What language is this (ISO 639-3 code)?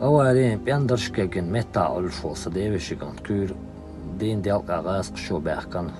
che